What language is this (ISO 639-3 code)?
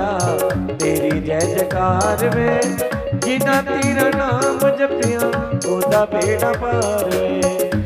doi